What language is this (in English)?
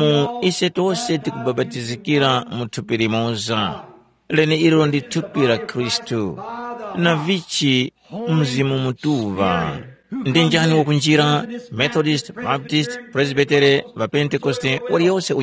Tumbuka